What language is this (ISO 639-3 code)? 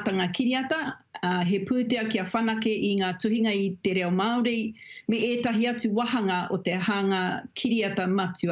mri